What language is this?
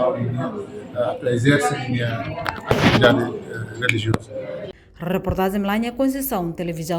Tetum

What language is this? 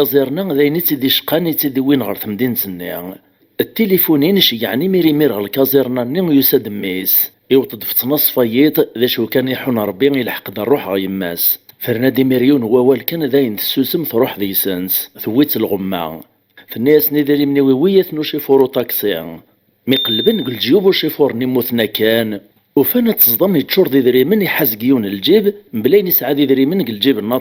Kabyle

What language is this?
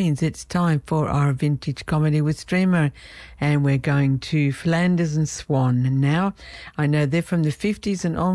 English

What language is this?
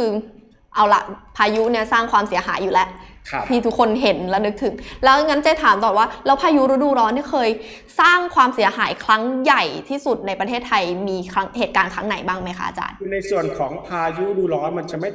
Thai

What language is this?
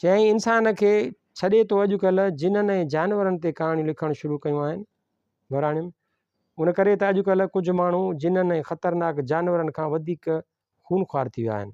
Sindhi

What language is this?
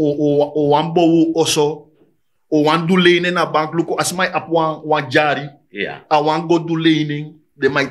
Sranan Tongo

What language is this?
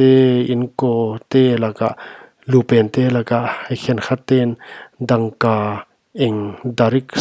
Paite Chin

